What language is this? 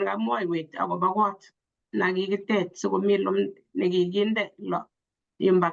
Kalenjin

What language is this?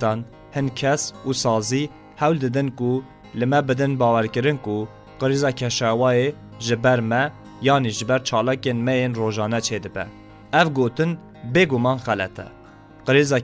Kurdish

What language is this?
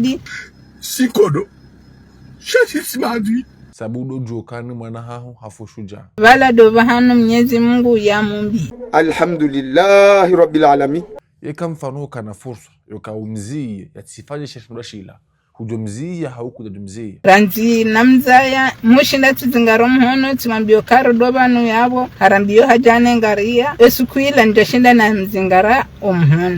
Ngazidja Comorian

